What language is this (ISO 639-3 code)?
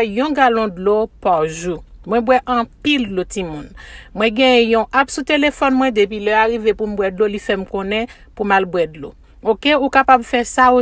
hat